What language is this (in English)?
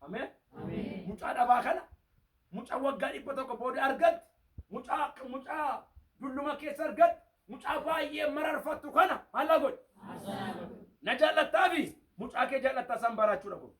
Oromo